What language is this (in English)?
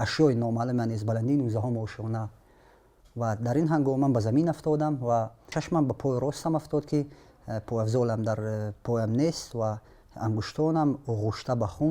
Tajik